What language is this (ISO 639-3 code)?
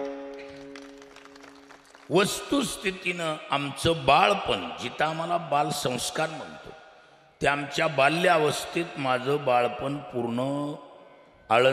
mar